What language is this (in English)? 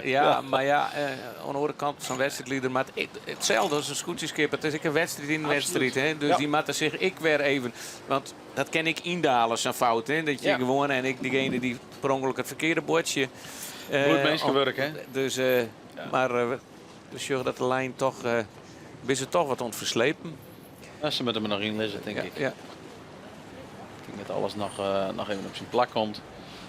Western Frisian